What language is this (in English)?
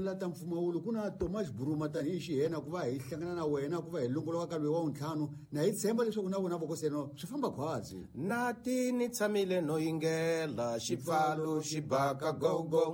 Tsonga